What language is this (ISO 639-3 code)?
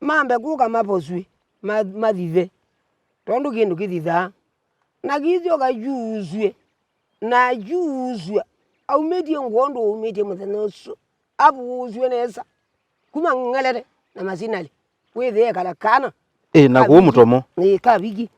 kam